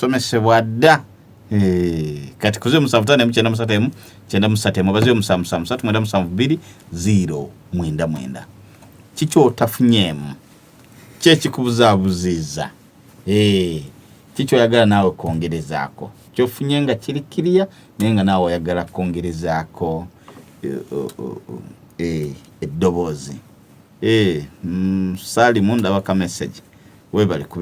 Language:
Ganda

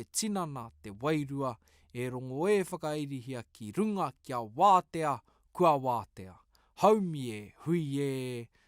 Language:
Māori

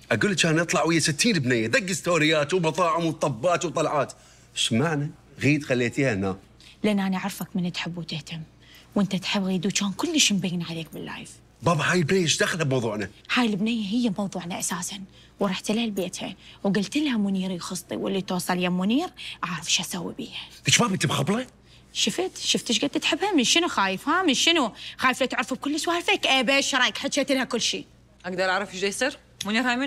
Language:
Mesopotamian Arabic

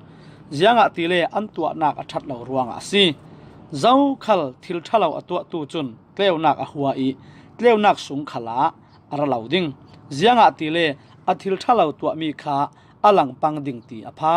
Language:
Falam Chin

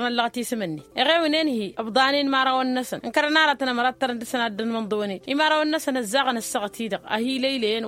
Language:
Tamasheq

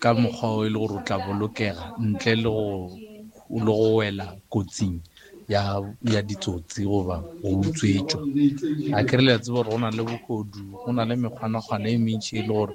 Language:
Northern Sotho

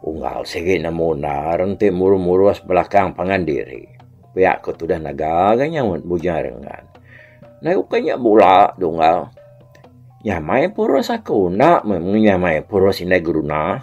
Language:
Iban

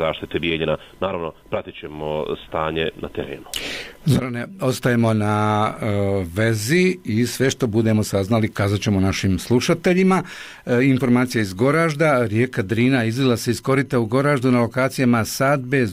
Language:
Bosnian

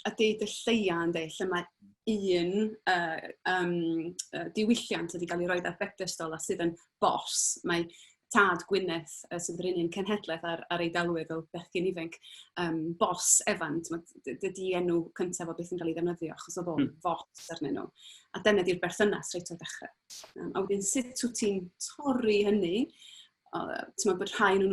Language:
Welsh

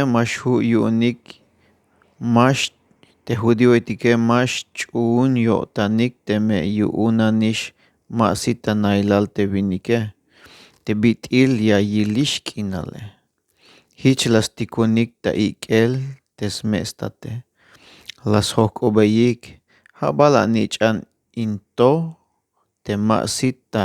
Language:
Tzeltal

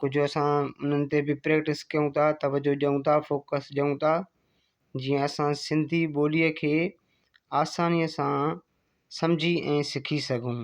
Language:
Sindhi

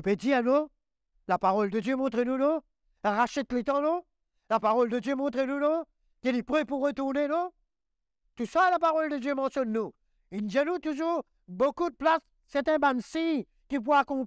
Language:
Morisyen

